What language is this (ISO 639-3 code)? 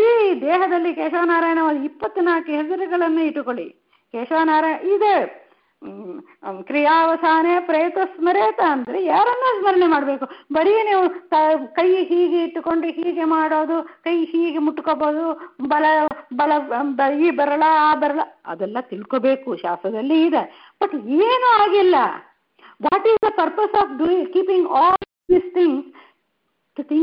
kan